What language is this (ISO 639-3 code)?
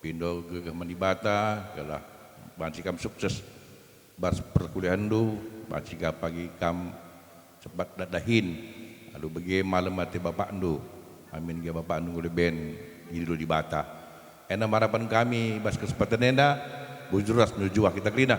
btx